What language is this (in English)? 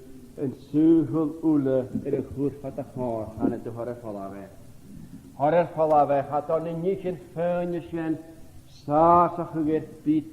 Scottish Gaelic